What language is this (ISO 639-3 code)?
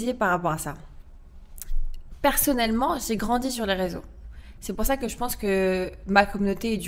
fra